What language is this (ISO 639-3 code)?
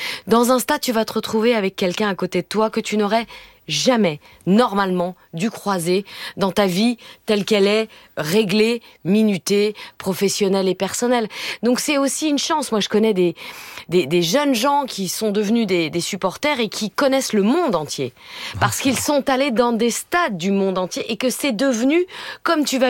fra